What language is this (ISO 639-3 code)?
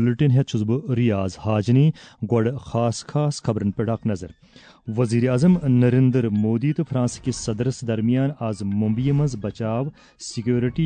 kas